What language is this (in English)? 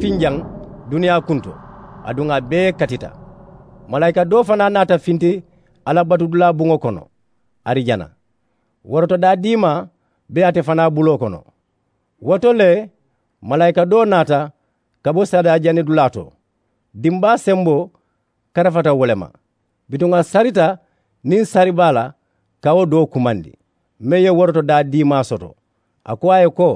Mandingo